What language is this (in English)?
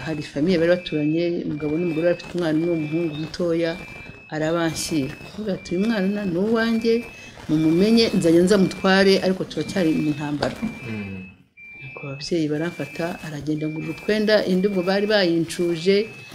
Kinyarwanda